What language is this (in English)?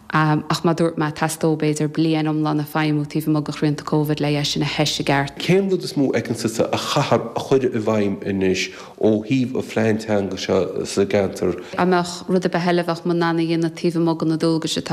Irish